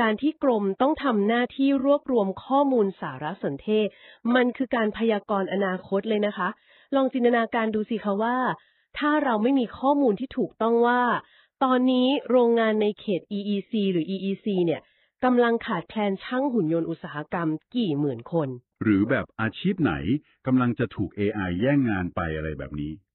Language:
Thai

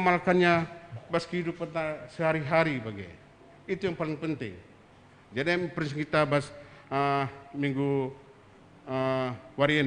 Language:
Batak Karo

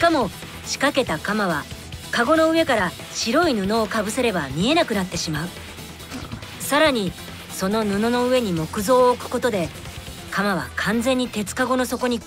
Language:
Japanese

